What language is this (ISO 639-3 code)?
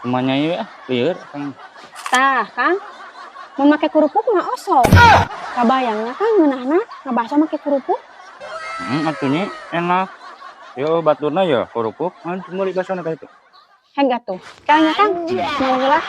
sun